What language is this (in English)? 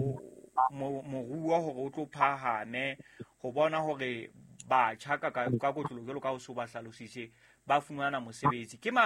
Southern Sotho